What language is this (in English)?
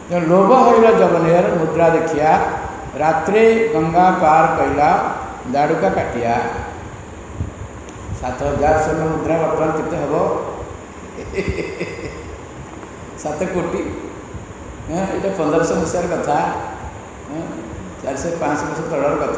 Odia